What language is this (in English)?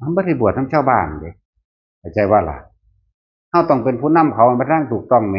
Northeastern Thai